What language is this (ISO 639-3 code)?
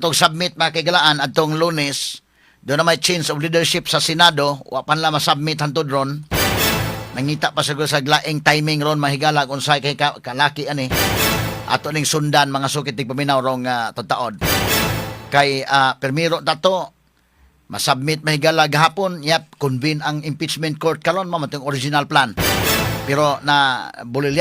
ceb